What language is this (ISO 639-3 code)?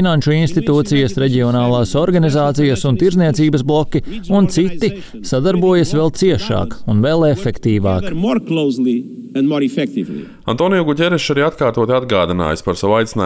lav